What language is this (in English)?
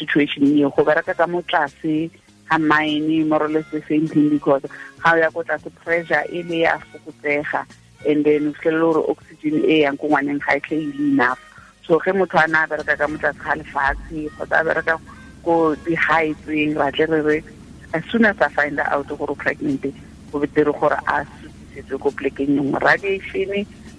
Tswana